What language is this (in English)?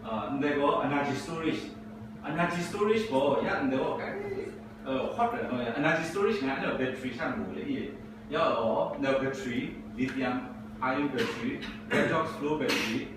Kachin